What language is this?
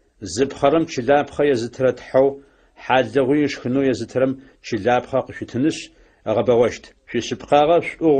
Adyghe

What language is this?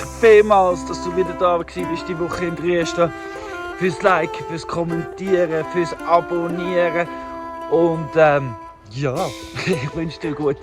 Swiss German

